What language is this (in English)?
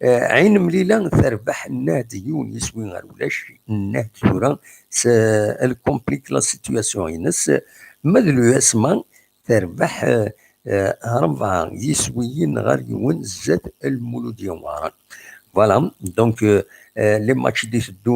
Kabyle